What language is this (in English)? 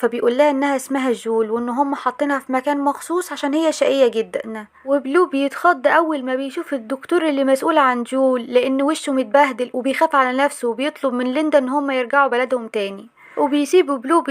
Egyptian Arabic